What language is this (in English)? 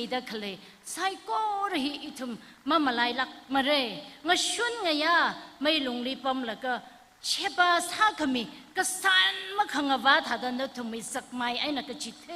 Tangkhul Naga (India)